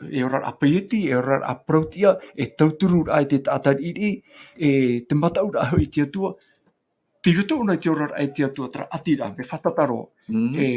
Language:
Tahitian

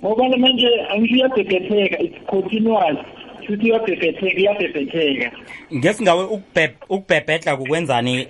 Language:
South Ndebele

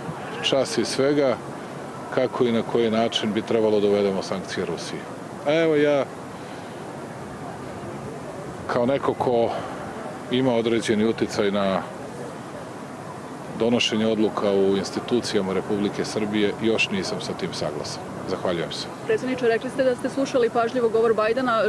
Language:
Serbian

